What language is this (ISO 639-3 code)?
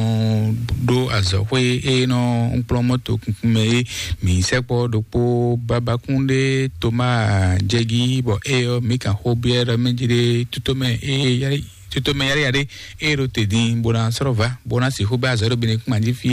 fon